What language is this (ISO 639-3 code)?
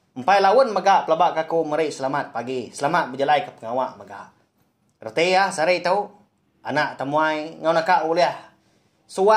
iba